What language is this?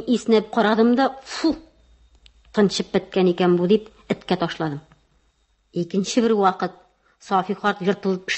Tatar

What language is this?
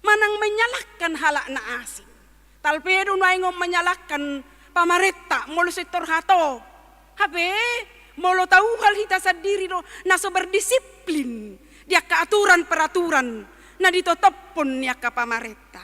Batak Toba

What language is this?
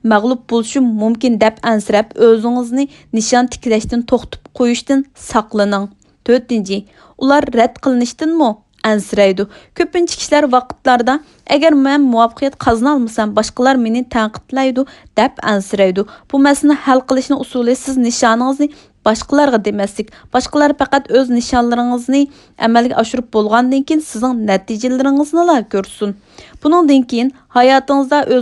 Uyghur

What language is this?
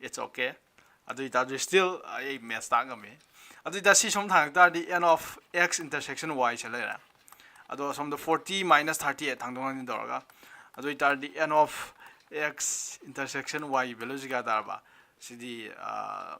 Manipuri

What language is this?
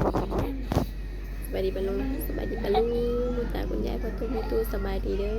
Northeastern Thai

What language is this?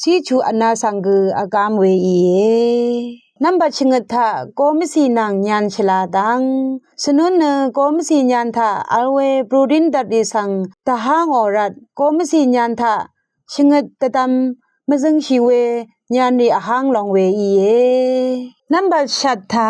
Rawang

